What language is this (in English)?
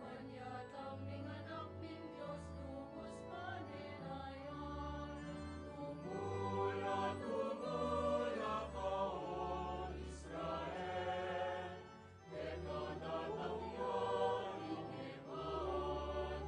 Pampanga